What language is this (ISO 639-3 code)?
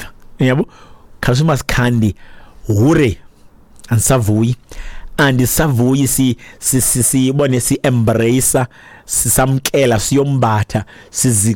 xho